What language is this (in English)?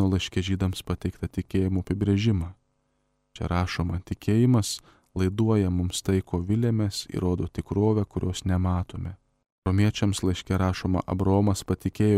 Lithuanian